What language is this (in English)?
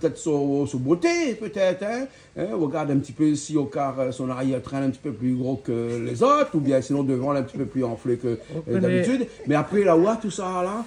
Réunion Creole French